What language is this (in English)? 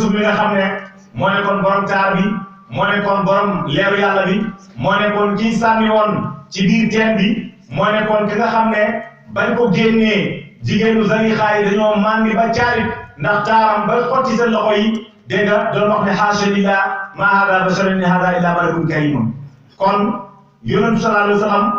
Wolof